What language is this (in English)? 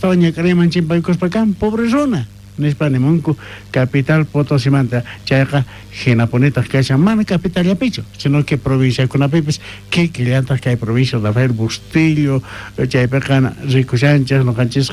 South Bolivian Quechua